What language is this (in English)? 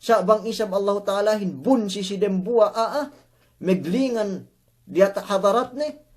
Yakan